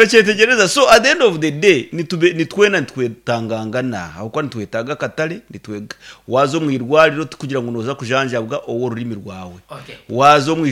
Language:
Nyankole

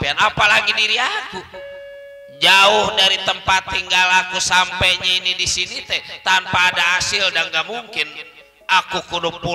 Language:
Betawi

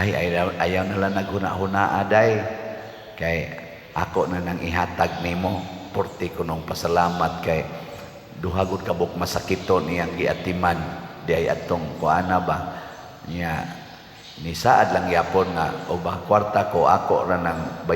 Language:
Cebuano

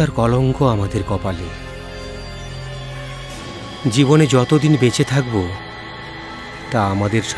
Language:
Bangla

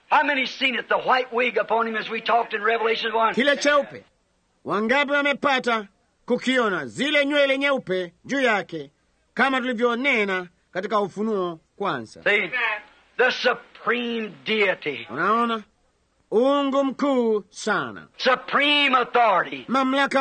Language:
Swahili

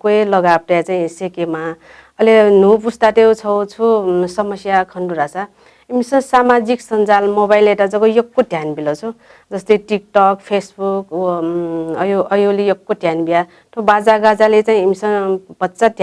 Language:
Newari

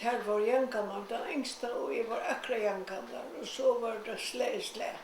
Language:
Faroese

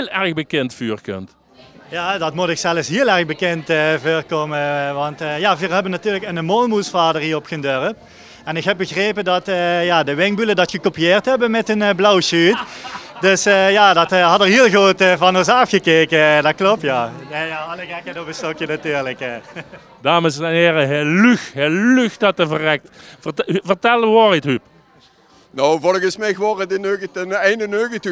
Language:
Limburgish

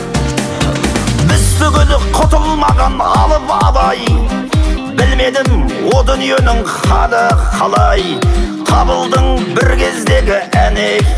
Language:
Kazakh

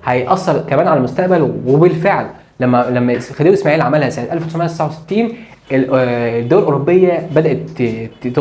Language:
Egyptian Arabic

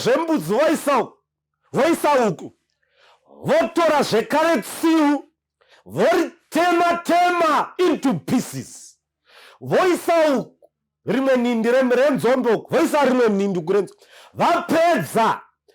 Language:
Shona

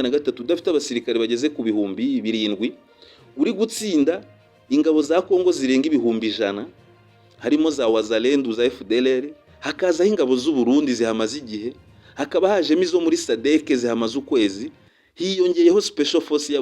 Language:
Kinyarwanda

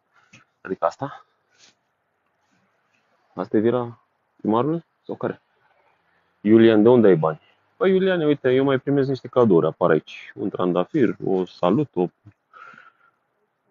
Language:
Romanian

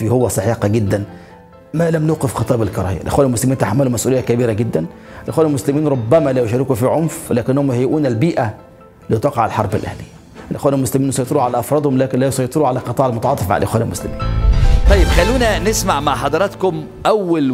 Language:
Egyptian Arabic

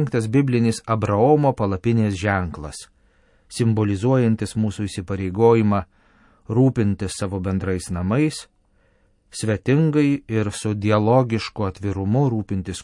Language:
Lithuanian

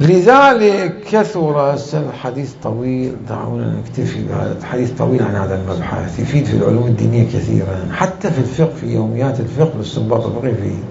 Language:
Mesopotamian Arabic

